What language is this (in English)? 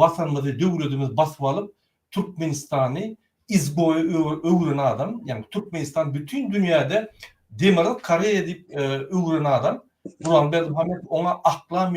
Turkmen